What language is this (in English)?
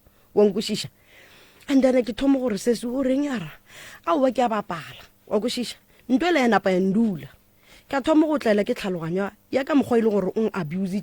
Northern Sotho